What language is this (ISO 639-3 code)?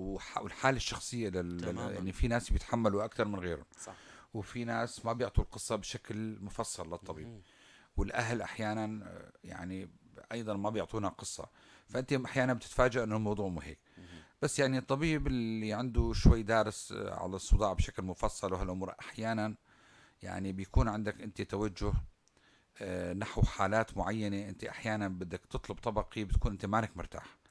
apc